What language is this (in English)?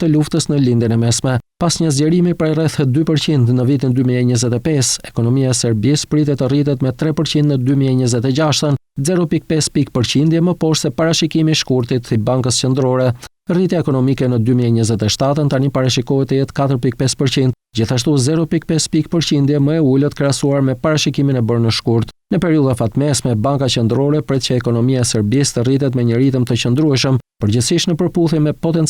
Albanian